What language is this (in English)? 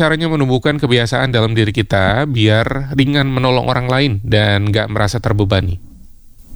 Indonesian